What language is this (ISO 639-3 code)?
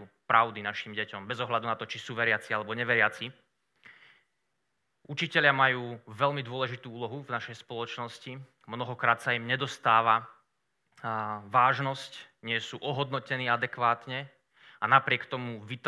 slk